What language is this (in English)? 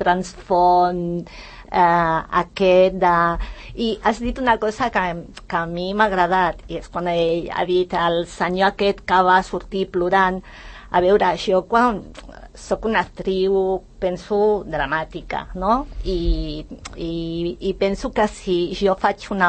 Catalan